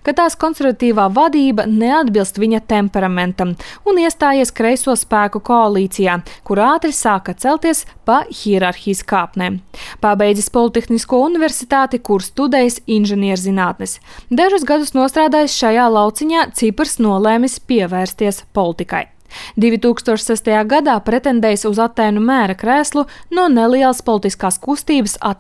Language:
Latvian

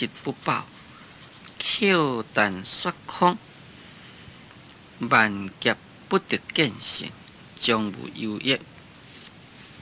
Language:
Min Nan Chinese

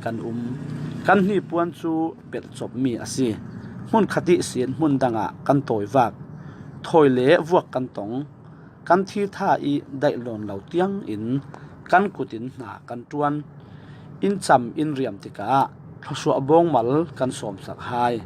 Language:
Falam Chin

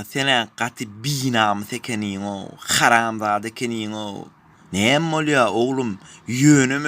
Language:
Turkmen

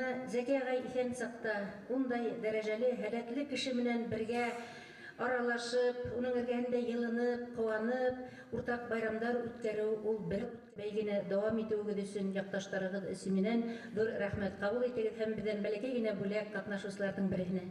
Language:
Bashkir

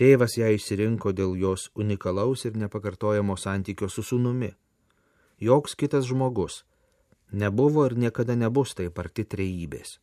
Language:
Lithuanian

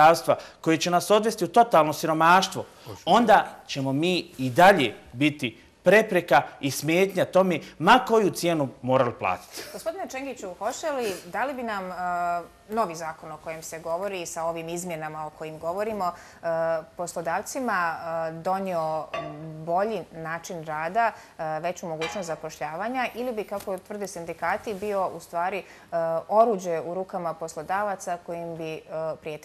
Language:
Bosnian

